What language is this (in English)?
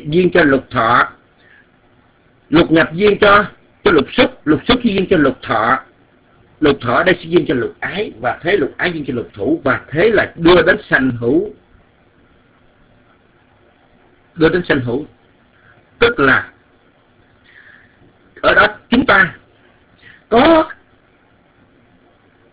Vietnamese